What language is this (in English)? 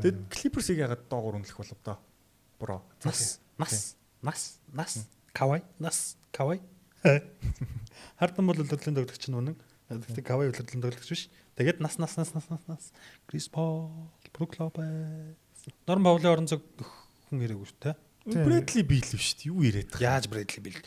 Mongolian